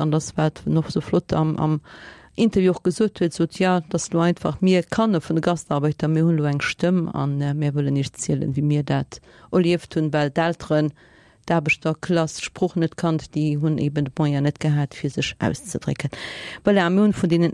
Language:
Luxembourgish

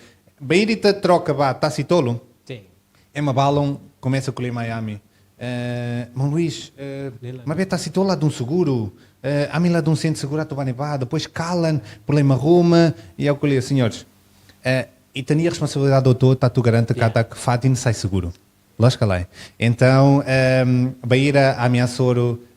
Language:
Tetum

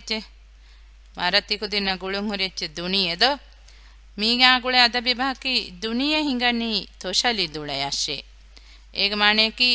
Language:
Divehi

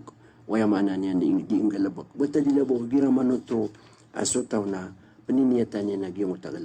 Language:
Maranao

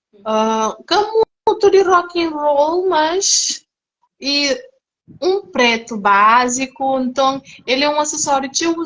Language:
Kabuverdianu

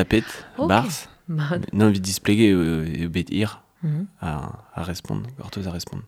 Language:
Breton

